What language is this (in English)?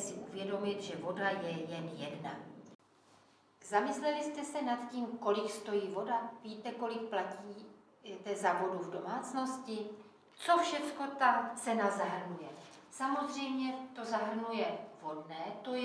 Czech